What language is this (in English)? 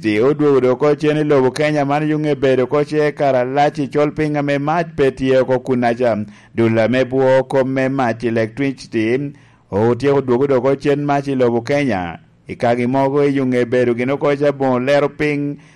Lango (Uganda)